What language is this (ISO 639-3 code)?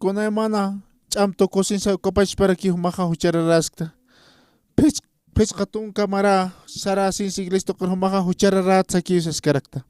aym